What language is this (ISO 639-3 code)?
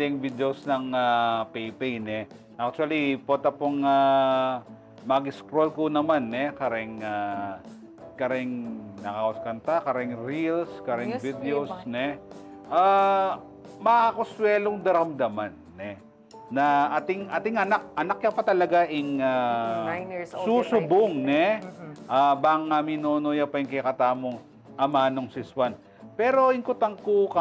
pam